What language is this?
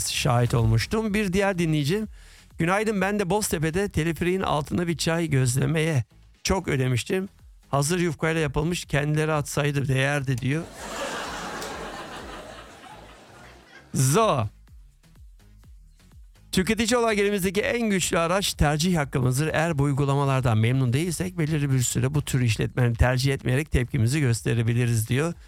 Turkish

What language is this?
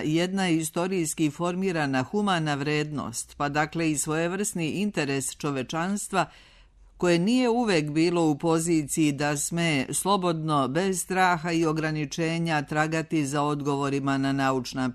Serbian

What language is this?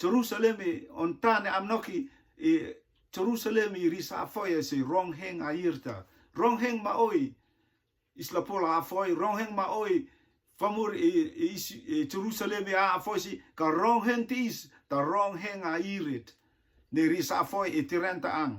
Rotuman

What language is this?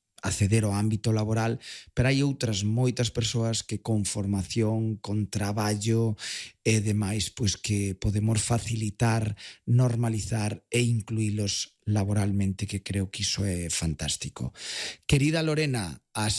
Galician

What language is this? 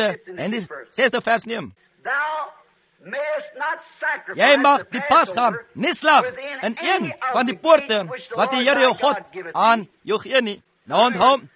Afrikaans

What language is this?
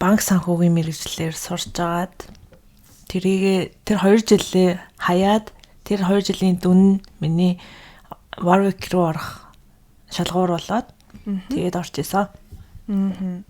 Mongolian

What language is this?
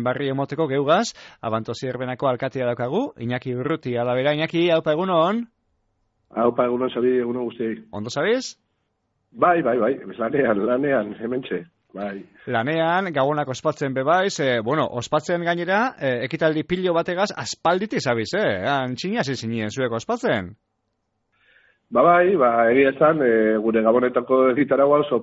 Basque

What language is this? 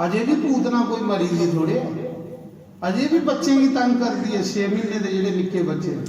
Dogri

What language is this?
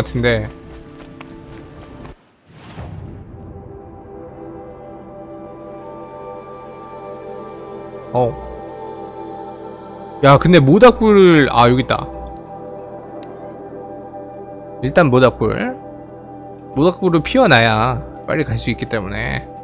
Korean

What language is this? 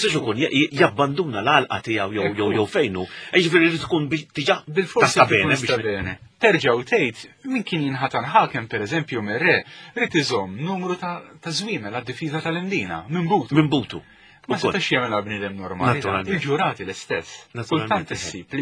Maltese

